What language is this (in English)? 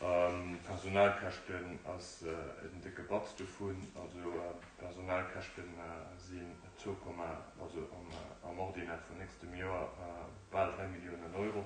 Luxembourgish